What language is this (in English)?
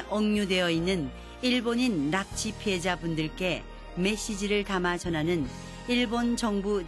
Korean